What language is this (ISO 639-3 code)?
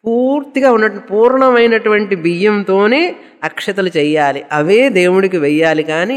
tel